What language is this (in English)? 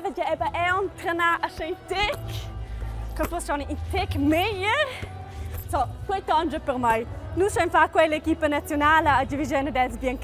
Romansh